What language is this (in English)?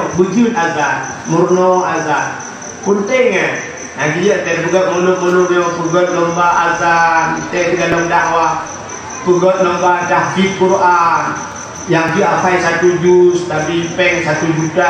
Achinese